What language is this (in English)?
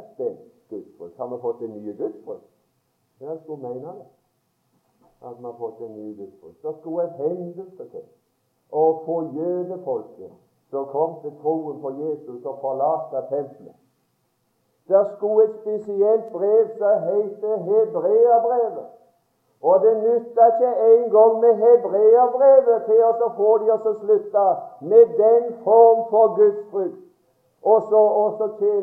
Norwegian